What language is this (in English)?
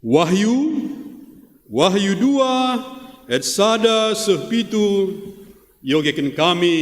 Batak Karo